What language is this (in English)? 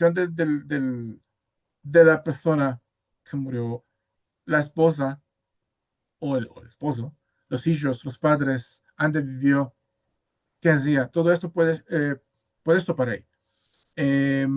Ladino